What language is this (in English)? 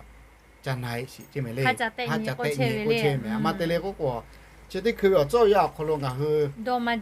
Lahu